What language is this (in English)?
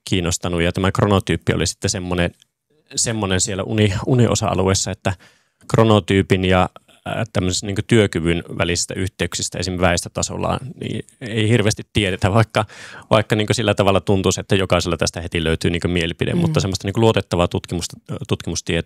Finnish